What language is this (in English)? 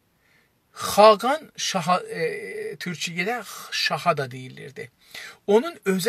South Azerbaijani